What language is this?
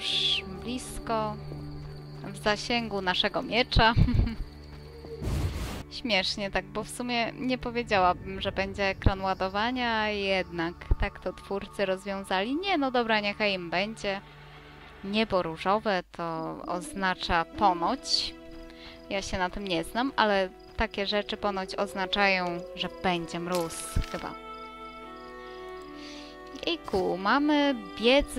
Polish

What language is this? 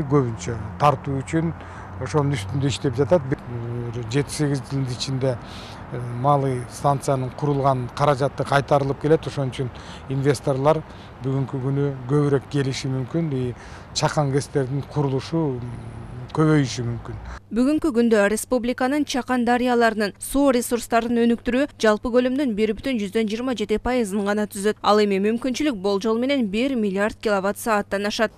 Kyrgyz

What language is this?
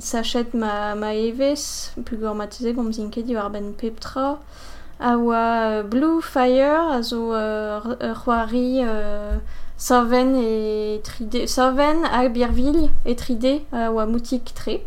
Breton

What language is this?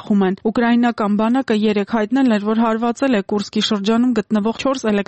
Armenian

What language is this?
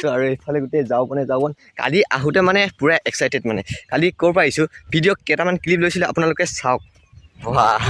Assamese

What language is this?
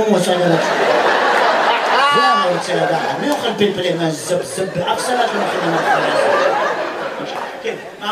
Hebrew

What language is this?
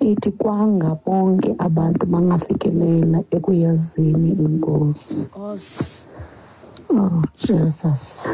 Xhosa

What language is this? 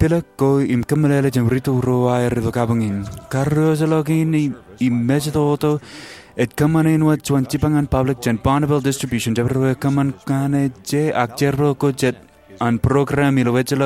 Marshallese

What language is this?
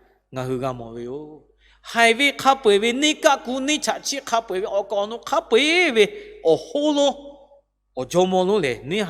Lahu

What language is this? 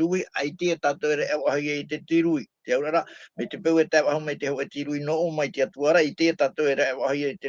Tahitian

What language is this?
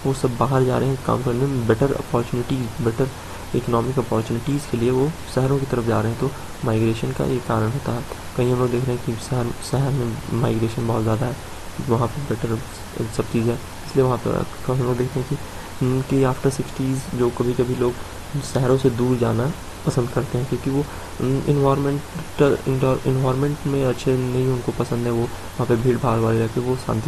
Hindi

